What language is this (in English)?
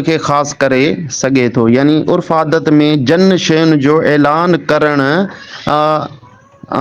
Sindhi